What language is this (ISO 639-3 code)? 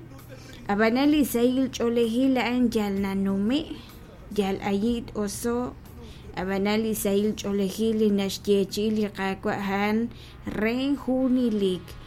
kek